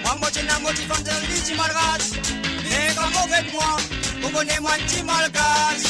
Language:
Morisyen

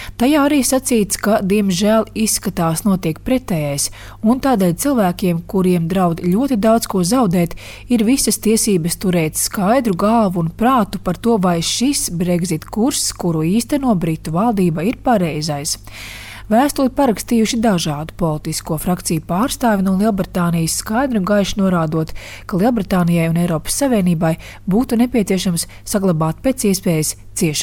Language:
Latvian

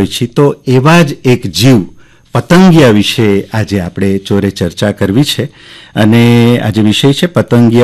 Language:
Gujarati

